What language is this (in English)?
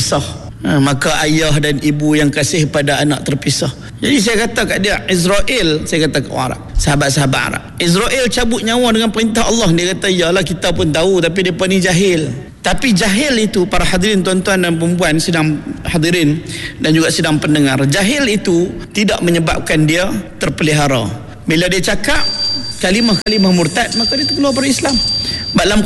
Malay